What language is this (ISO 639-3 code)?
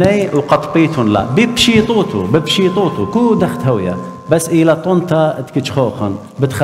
aii